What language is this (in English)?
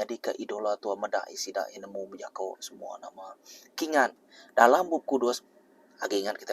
Iban